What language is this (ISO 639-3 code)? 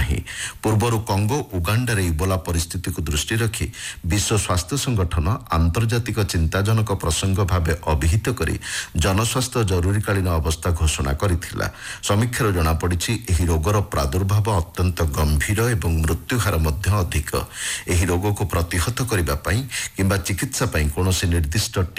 ori